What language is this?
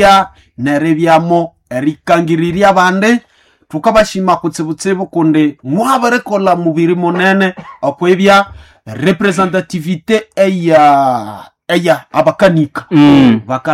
Nande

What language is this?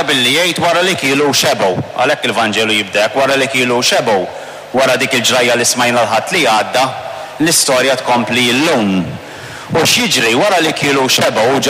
Maltese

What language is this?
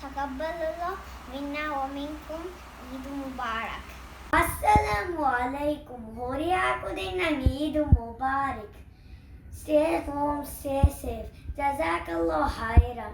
Divehi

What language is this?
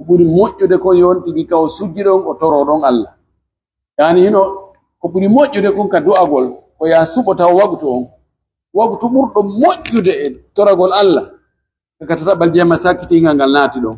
Pular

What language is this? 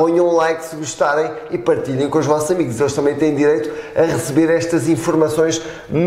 Portuguese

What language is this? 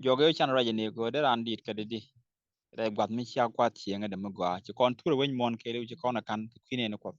Nuer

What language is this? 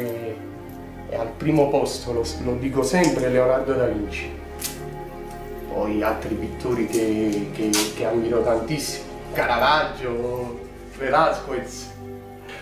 Italian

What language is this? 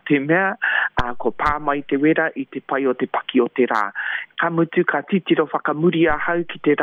Māori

